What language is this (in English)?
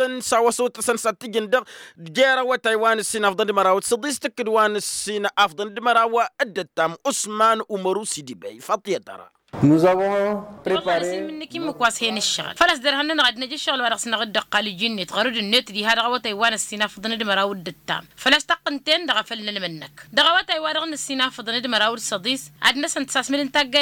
Tamasheq